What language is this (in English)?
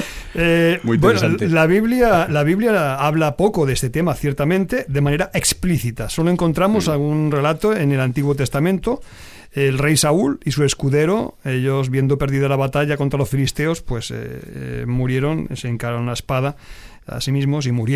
Spanish